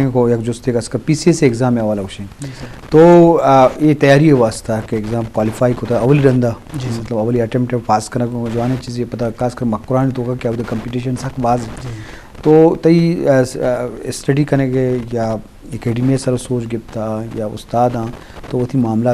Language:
Eastern Balochi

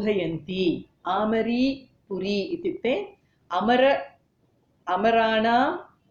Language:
Sanskrit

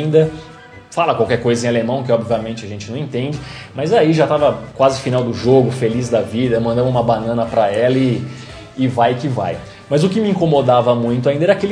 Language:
Portuguese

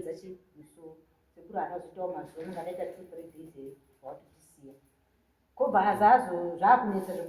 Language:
Shona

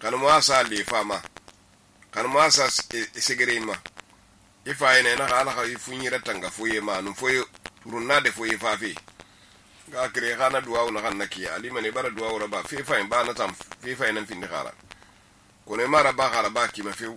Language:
Susu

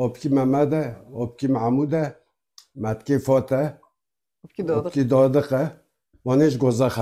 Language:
Kurdish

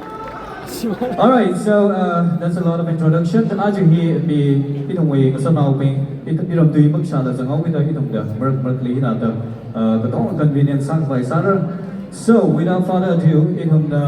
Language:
Tangkhul Naga (India)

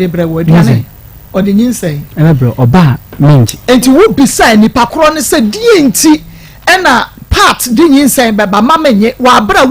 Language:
Akan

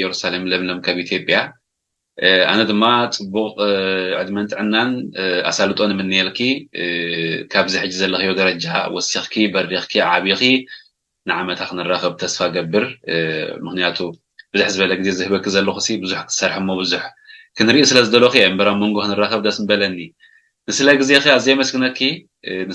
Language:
Tigrinya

